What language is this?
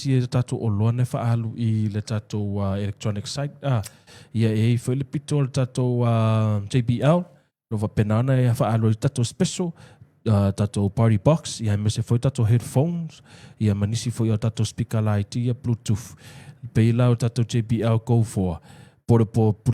Samoan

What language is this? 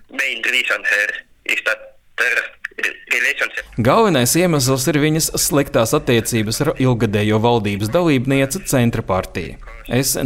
Latvian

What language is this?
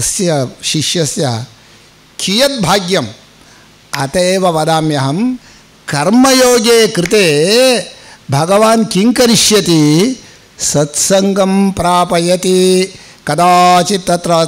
Sanskrit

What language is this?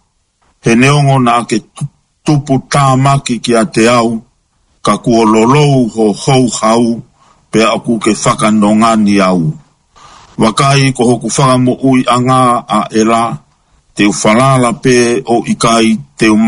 Tongan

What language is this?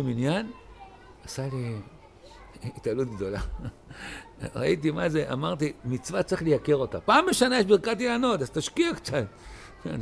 Hebrew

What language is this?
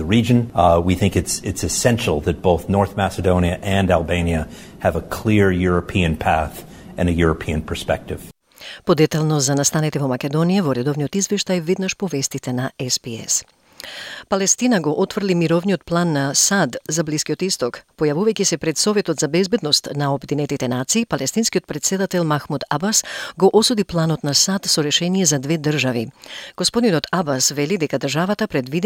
Macedonian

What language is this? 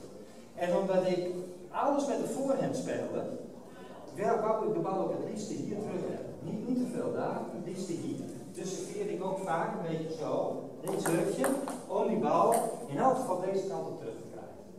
Dutch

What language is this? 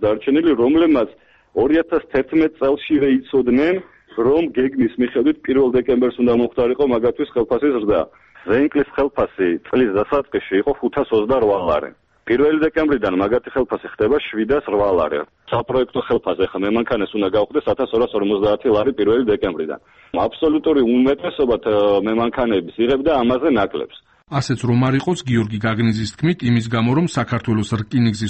Georgian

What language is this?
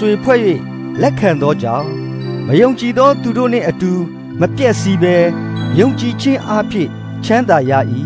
Burmese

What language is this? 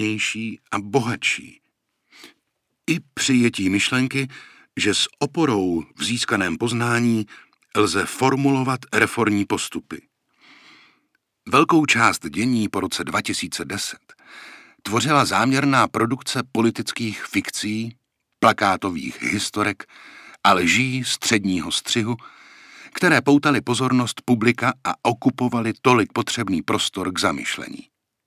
Czech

